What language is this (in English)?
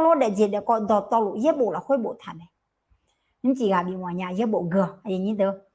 Akha